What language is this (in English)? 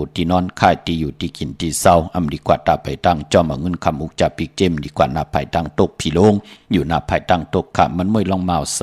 Shan